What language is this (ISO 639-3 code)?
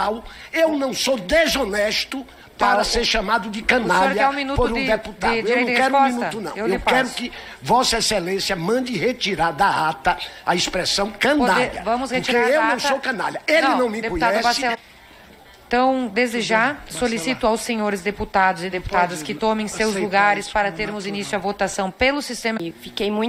por